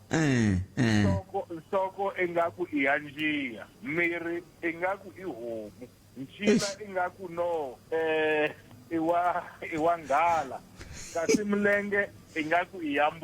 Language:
Tsonga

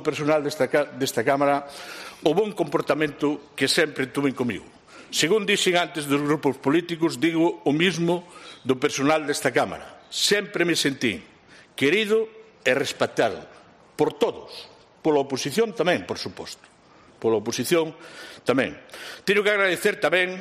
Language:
Galician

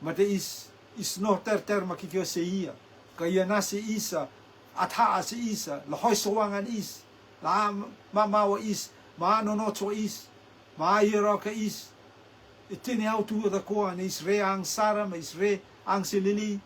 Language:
Rotuman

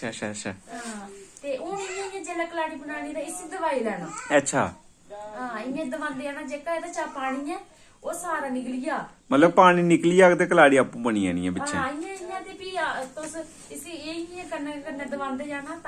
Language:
Dogri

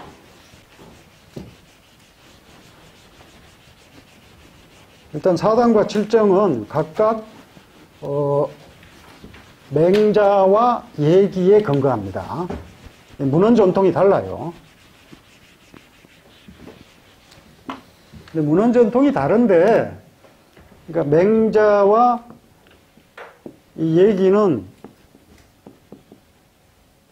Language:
Korean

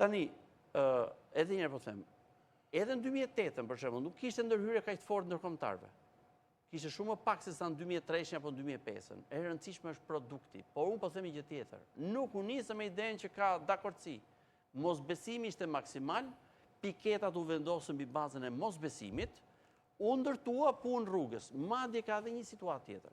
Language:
Albanian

